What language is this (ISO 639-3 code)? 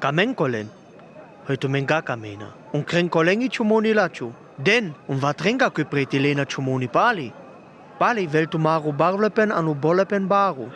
rmo